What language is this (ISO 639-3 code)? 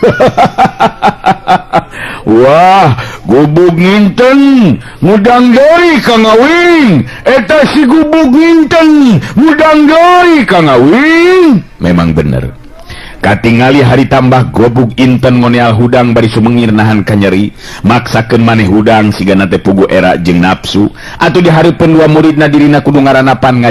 sun